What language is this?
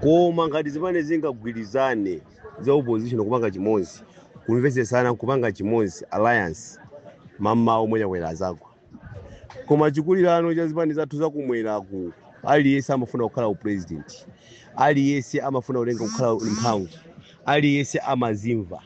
Nyanja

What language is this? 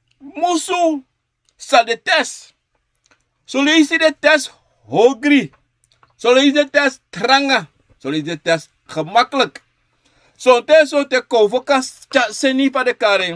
Sranan Tongo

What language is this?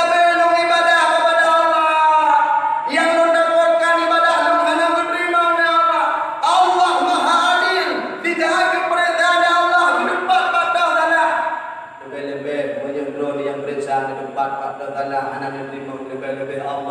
Achinese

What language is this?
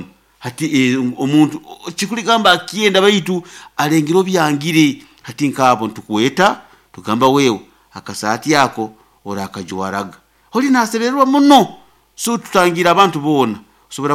Nyoro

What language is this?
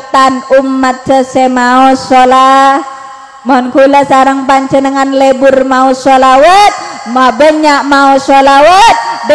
Madurese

